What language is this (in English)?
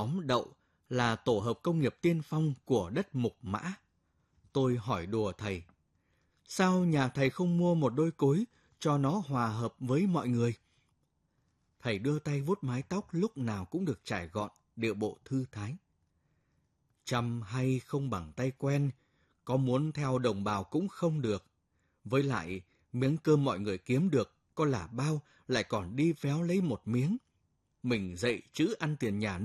Vietnamese